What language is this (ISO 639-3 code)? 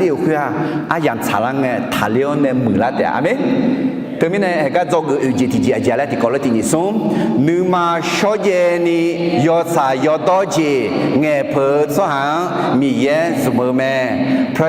ahk